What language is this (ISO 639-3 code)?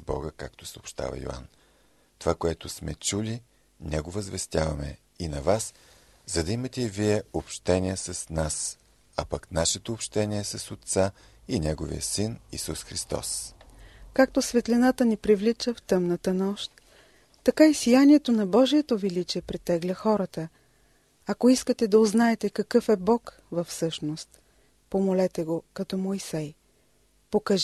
bul